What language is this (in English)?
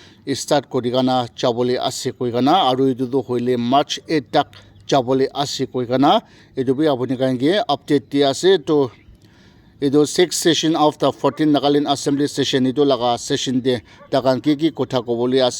Naga Pidgin